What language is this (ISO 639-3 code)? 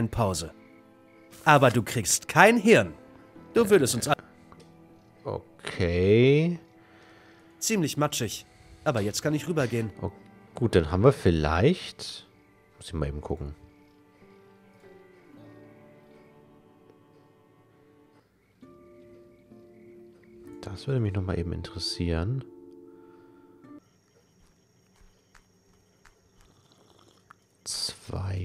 deu